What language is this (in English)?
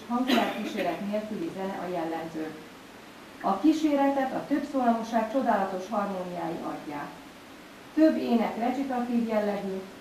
Hungarian